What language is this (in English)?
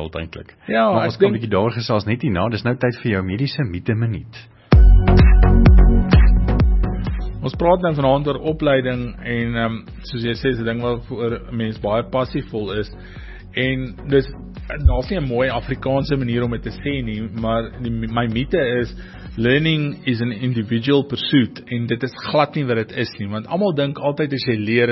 Afrikaans